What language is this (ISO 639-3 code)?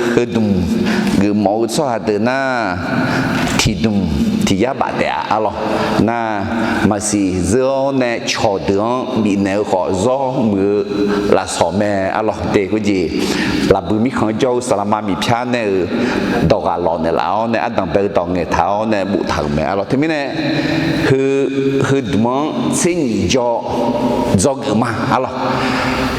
ahk